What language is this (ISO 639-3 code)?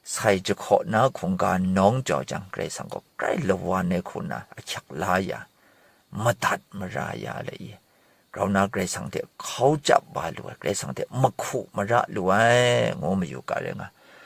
kac